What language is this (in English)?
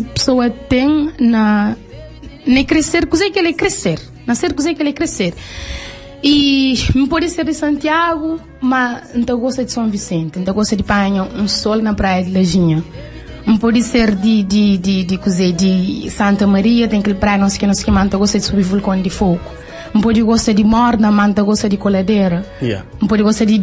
Kabuverdianu